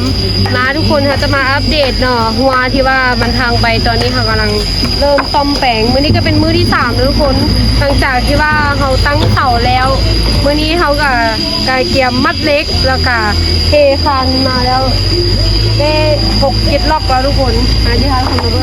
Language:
Lao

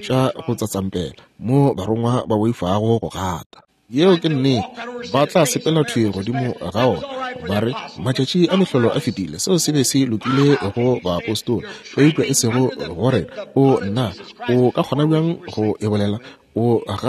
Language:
Northern Sotho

